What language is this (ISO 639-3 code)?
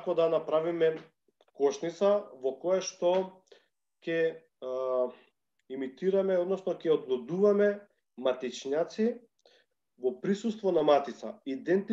mkd